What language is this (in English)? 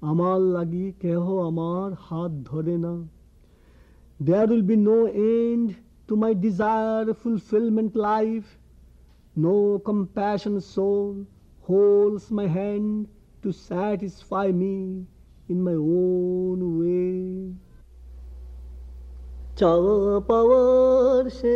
Bangla